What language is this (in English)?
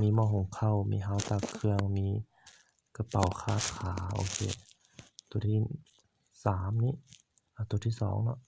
Lao